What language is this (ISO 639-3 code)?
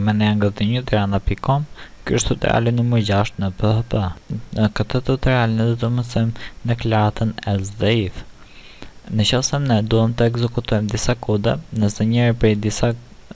sqi